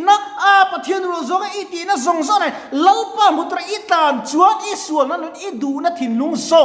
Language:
Mizo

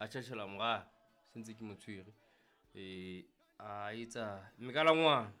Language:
Southern Sotho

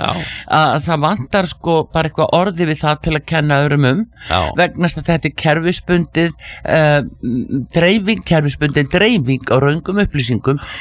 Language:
Icelandic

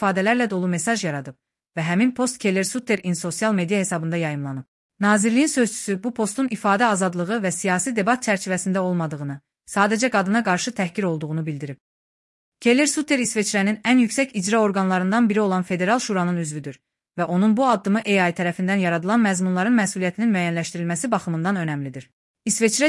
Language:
Azerbaijani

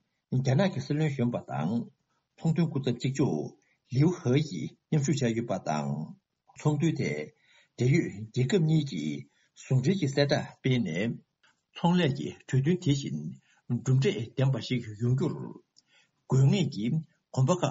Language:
Tibetan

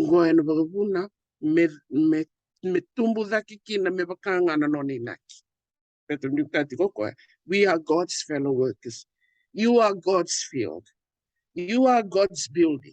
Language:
Fijian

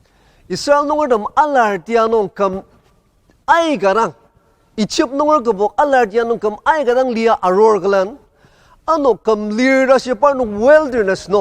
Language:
Ao Naga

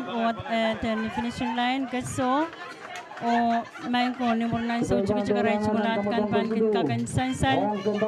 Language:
Pohnpeian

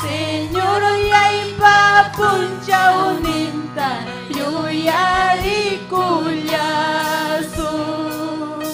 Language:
Ayacucho Quechua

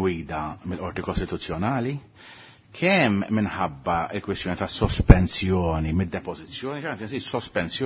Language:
Maltese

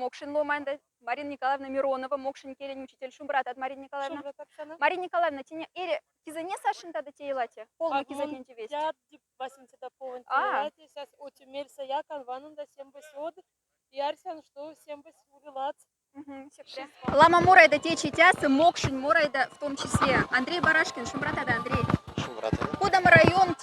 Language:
Moksha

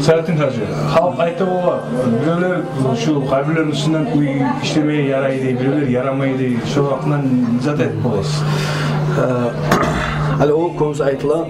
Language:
Kumyk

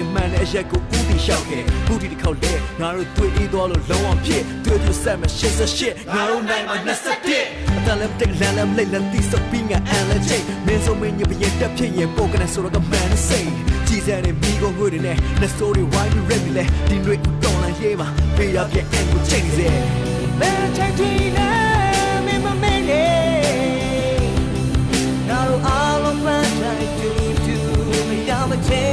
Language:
Burmese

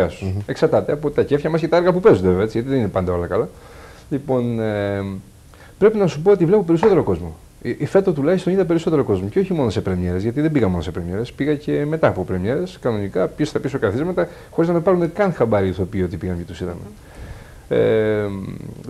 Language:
Greek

